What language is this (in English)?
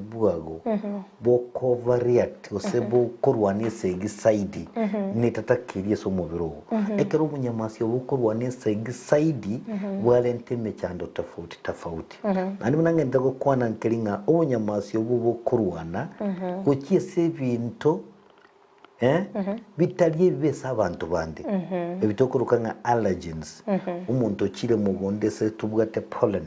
Gusii